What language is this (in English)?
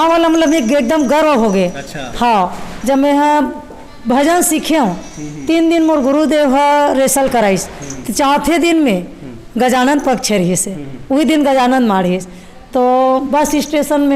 Chhattisgarhi